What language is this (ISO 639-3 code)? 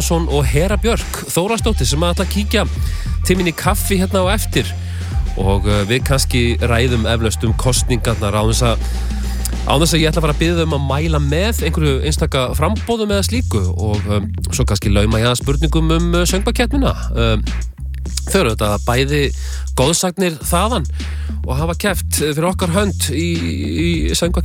isl